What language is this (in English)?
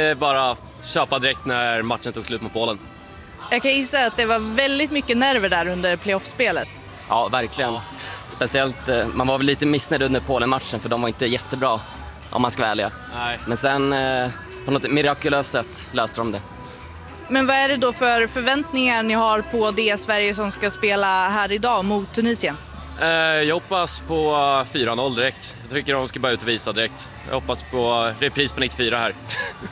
Swedish